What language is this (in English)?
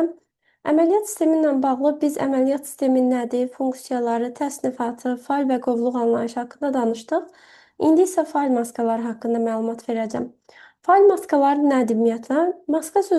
Azerbaijani